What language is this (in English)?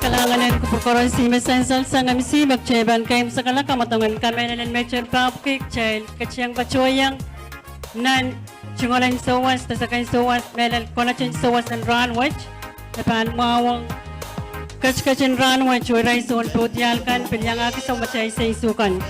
Pohnpeian